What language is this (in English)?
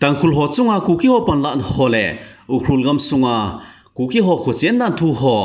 Thado Chin